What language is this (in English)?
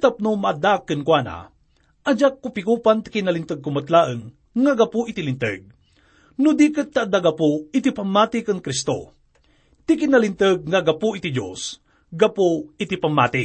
Iloko